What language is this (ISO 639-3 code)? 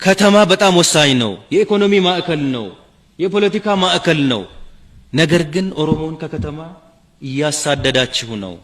amh